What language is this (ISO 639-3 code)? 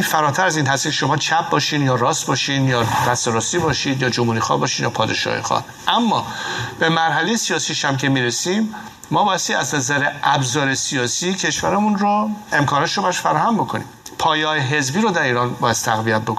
fas